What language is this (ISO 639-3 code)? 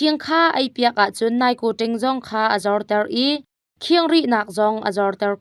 cnh